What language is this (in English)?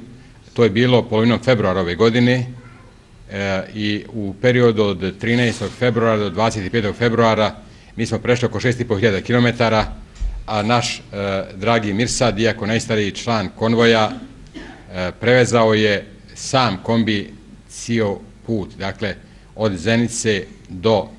Bosnian